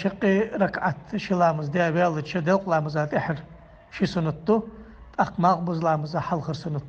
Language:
Ingush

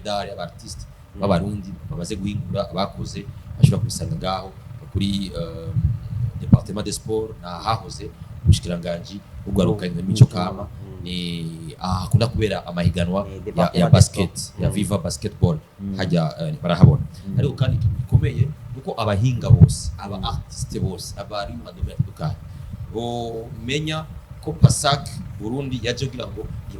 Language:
Rundi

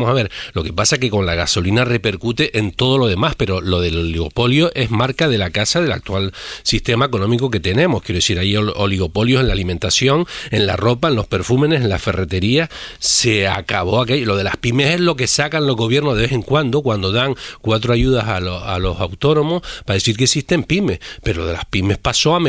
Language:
Spanish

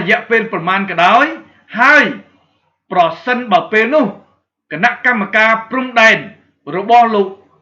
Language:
Khmer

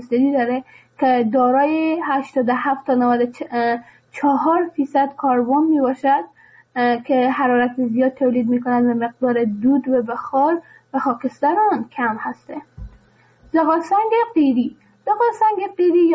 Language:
Persian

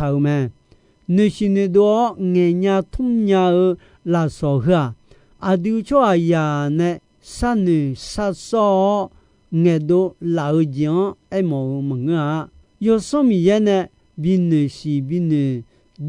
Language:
Akha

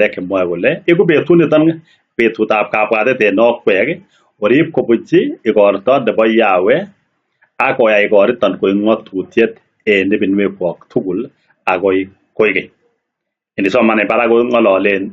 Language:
Kalenjin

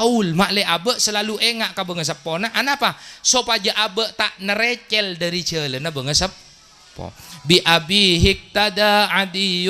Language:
Madurese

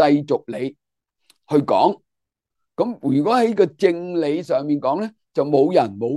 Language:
Cantonese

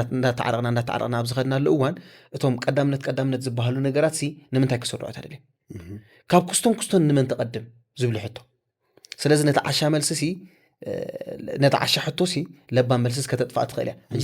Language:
Tigrinya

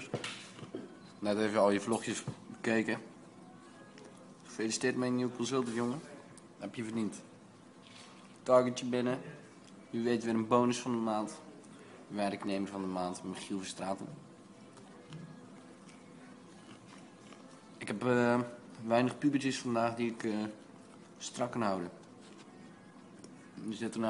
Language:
Dutch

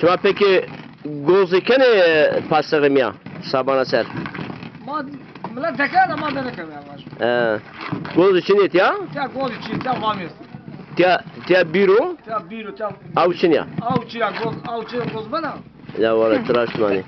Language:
Zaza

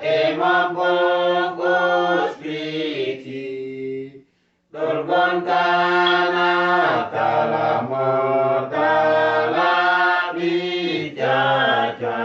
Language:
Uduk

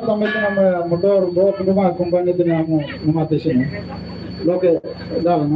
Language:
Tetum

